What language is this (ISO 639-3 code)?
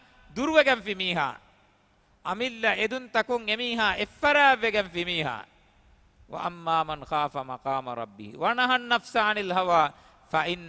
div